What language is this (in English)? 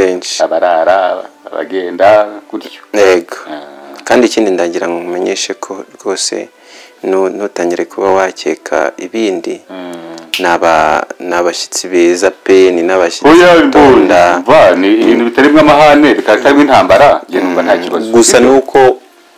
Kinyarwanda